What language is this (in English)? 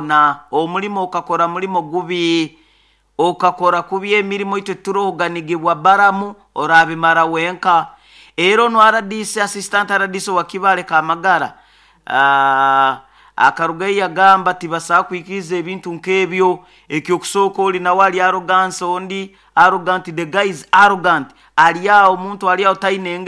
Nyoro